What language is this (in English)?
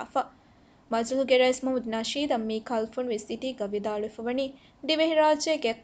Divehi